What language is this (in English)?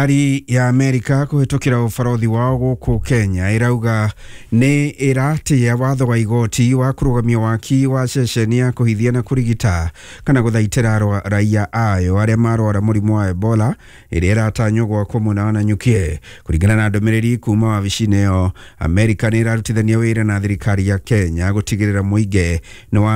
Kikuyu